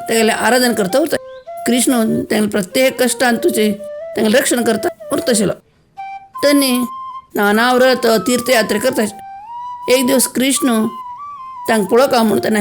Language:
Konkani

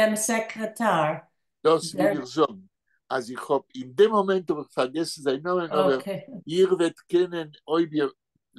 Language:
Yiddish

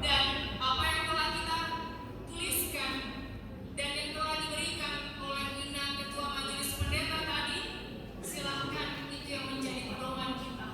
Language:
Batak Simalungun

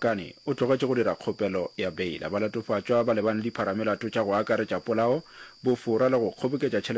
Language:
Northern Sotho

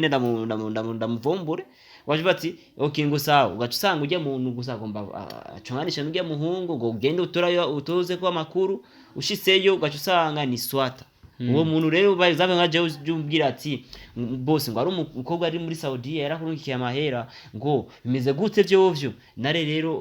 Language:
Rundi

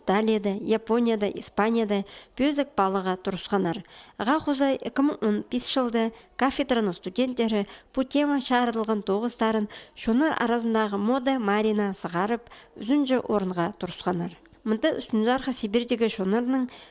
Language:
Khakas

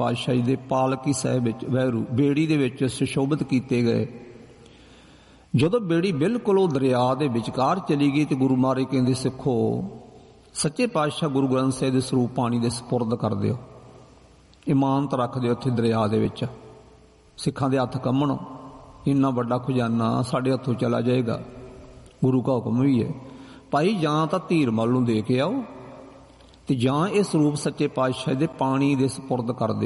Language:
Punjabi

